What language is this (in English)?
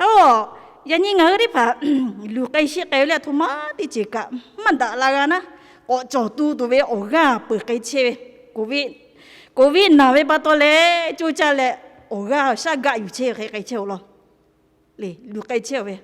Lahu